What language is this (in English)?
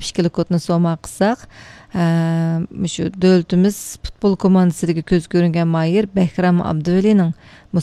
Uyghur